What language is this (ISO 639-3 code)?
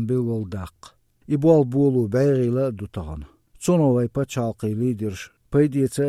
che